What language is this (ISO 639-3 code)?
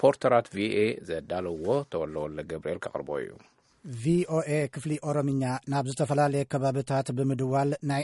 tir